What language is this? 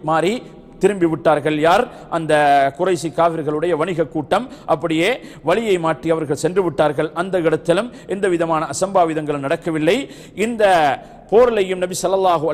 Tamil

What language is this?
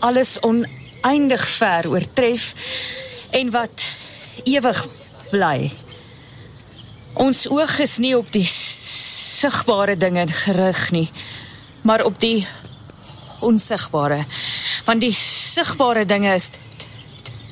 Afrikaans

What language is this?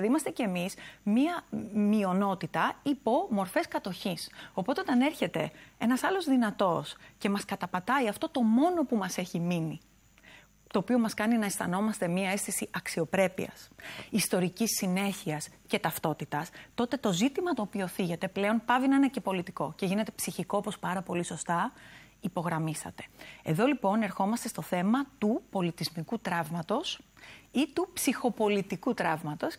Greek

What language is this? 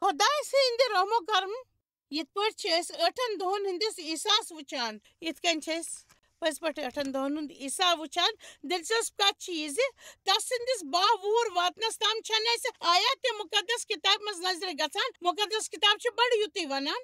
Kashmiri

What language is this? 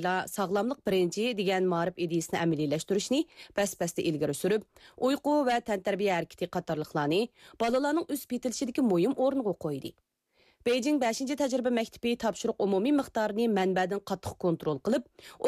Uyghur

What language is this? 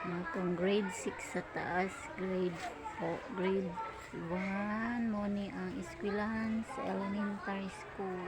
Cebuano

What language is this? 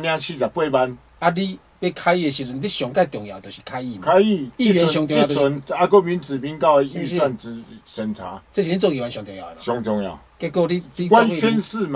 Chinese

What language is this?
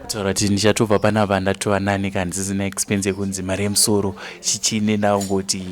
Shona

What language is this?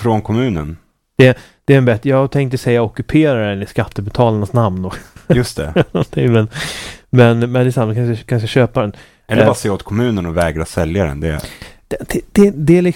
Swedish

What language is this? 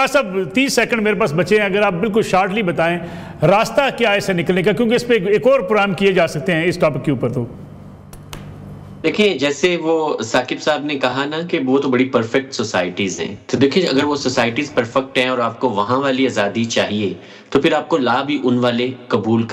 Urdu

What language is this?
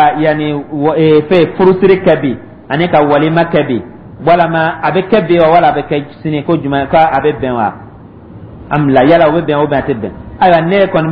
Dyula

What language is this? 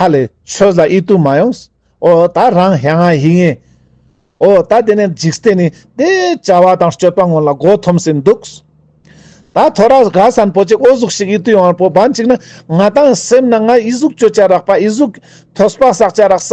Ladakhi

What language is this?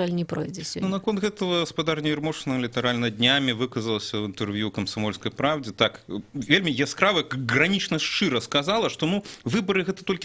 Belarusian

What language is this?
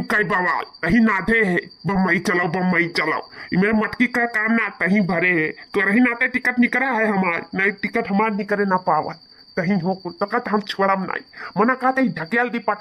Awadhi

